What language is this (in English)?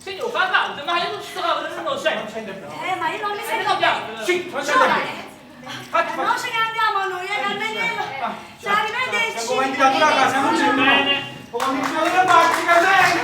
Neapolitan